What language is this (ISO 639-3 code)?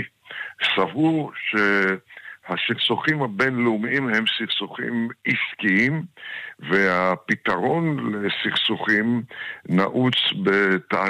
heb